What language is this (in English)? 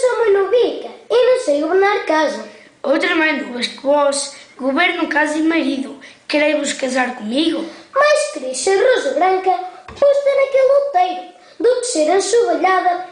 Mirandese